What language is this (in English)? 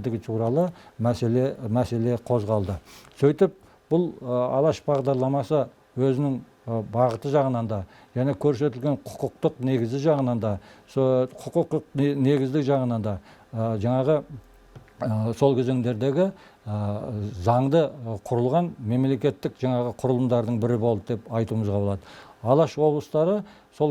Kazakh